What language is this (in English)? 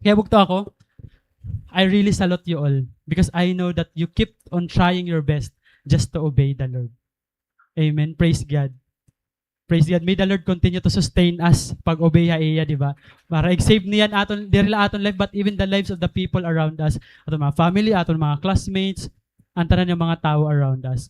Waray